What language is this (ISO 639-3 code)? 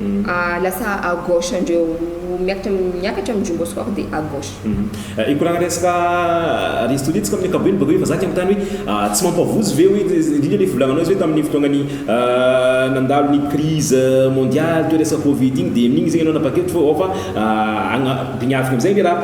mlg